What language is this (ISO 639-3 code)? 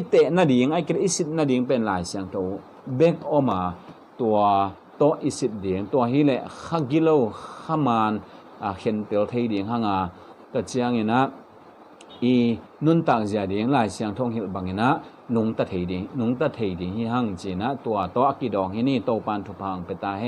ctd